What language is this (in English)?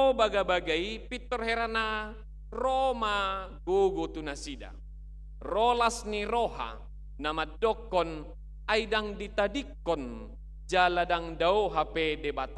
Batak Toba